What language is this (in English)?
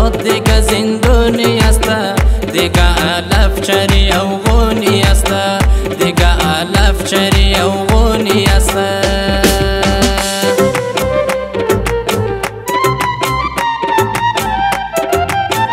Persian